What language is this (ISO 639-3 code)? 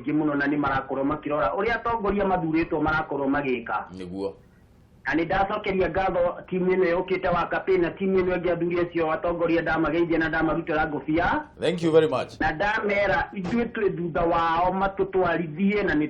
kik